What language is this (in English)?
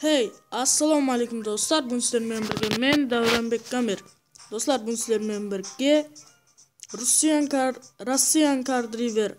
Kara-Kalpak